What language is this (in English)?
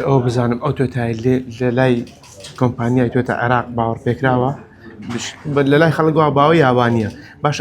Central Kurdish